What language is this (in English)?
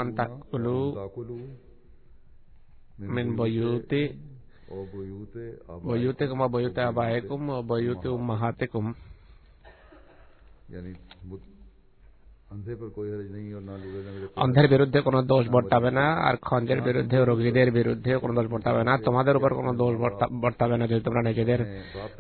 Bangla